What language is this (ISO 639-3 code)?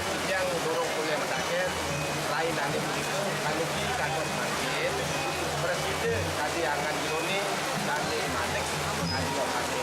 ban